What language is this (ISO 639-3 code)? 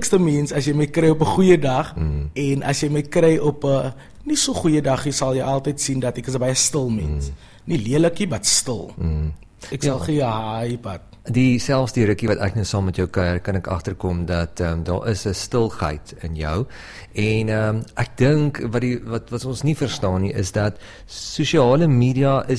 afr